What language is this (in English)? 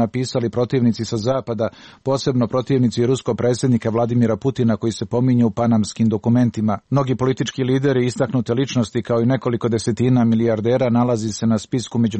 Serbian